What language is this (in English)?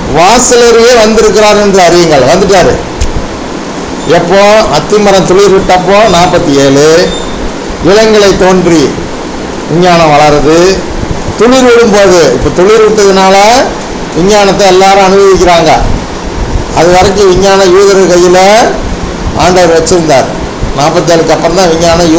Tamil